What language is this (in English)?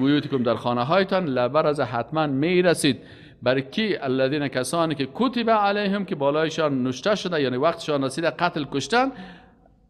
Persian